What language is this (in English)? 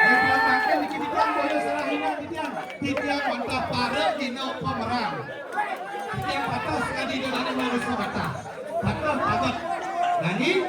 Balinese